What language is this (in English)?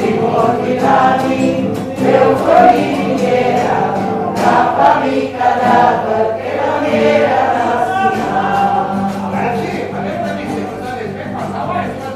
Papiamento